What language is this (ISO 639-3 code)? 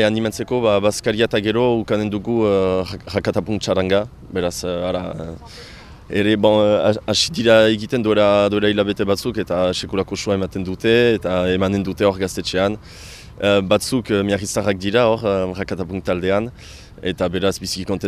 eus